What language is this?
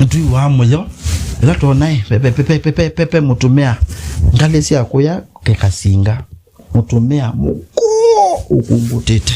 Kamba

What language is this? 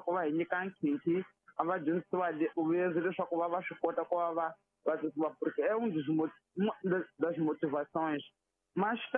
Tsonga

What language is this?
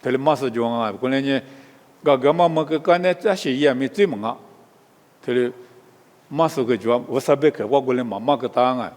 Lisu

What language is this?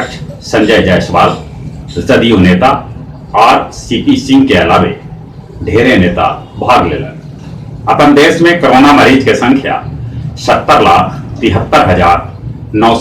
Magahi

